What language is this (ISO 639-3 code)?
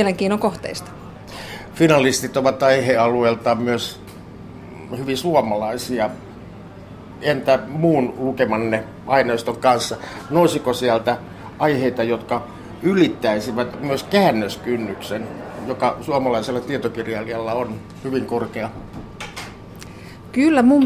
fin